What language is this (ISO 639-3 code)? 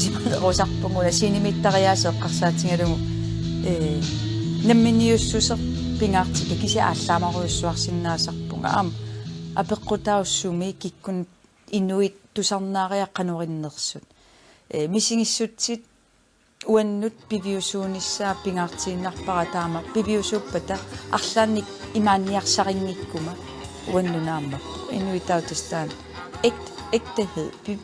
kal